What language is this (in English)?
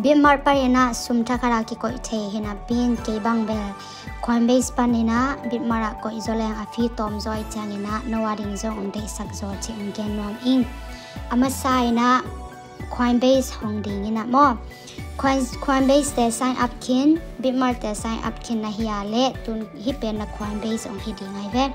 Tedim Chin